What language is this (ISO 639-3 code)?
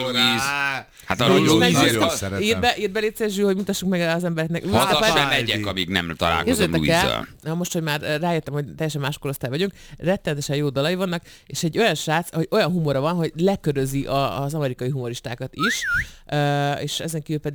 hun